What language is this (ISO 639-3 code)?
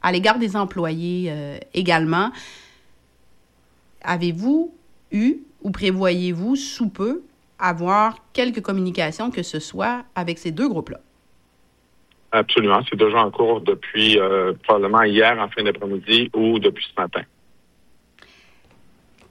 fra